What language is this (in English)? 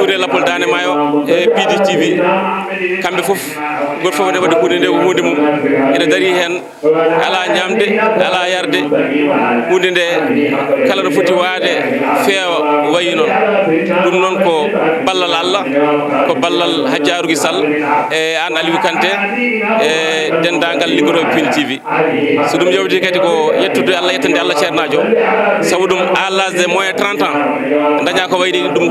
Fula